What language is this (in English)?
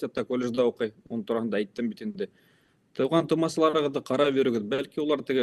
Bashkir